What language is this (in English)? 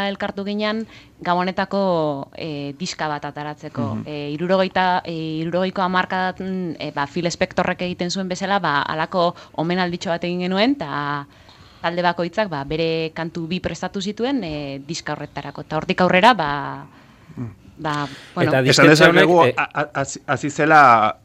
Basque